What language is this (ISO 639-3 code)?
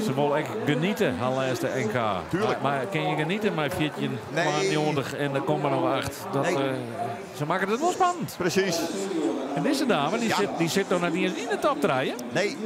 fry